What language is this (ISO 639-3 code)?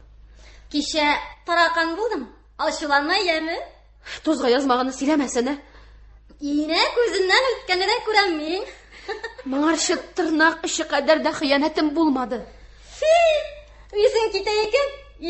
tat